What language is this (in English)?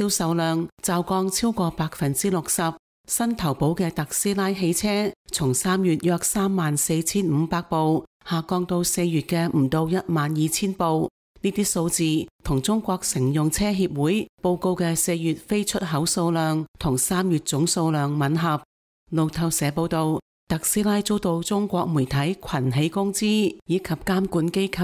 Cantonese